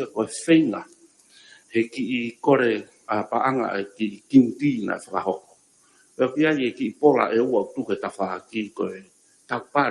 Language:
Tongan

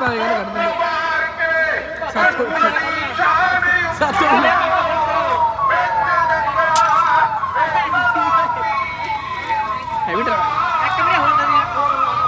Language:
Punjabi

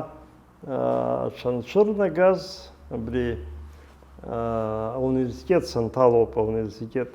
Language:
Abkhazian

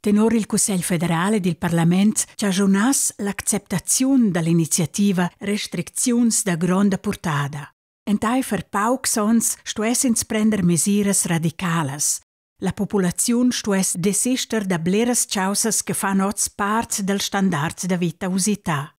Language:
Romansh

